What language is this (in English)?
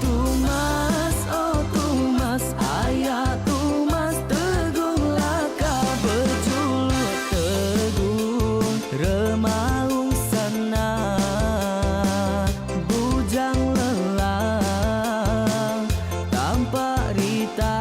Iban